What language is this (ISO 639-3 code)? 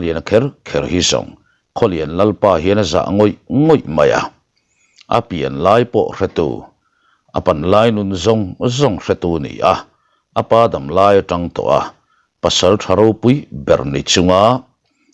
lus